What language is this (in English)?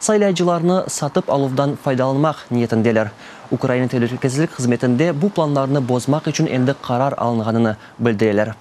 Crimean Tatar